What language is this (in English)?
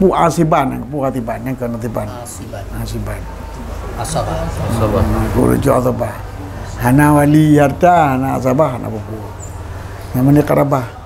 Achinese